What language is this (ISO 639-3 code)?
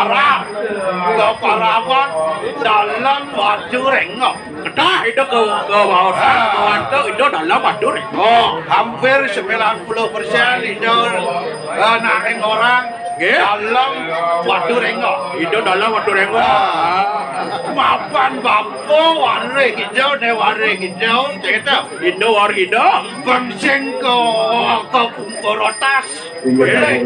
ban